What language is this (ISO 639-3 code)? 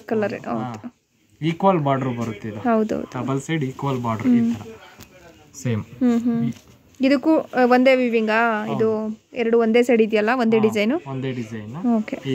kan